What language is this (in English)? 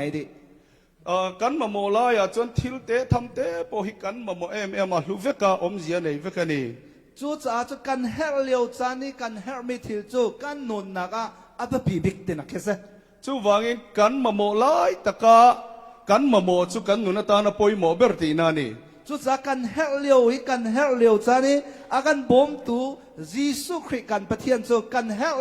Hakha Chin